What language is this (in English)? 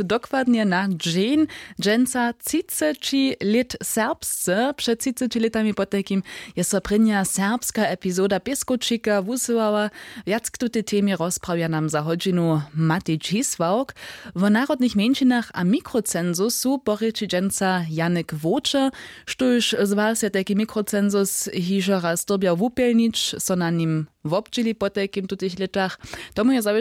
Upper Sorbian